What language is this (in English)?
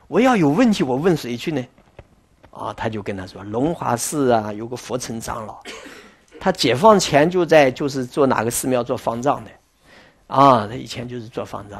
Chinese